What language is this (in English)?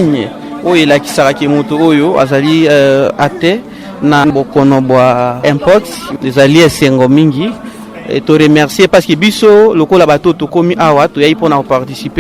Lingala